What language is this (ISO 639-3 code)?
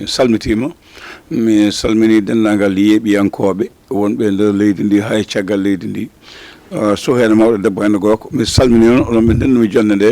ful